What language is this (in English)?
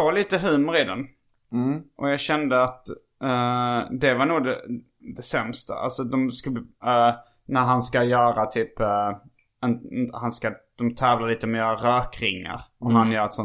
Swedish